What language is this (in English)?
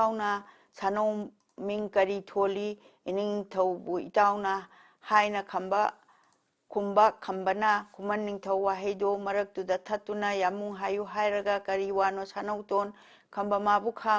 Manipuri